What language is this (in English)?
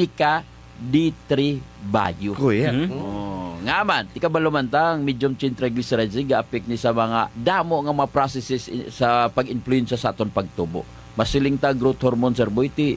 Hiligaynon